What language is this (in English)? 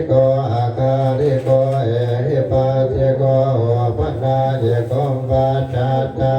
Pali